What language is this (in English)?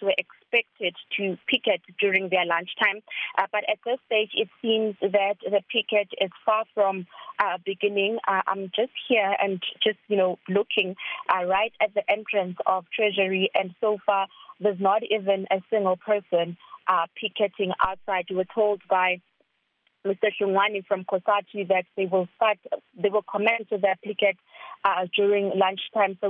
English